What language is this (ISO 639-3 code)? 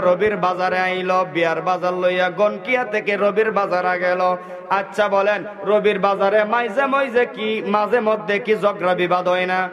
syl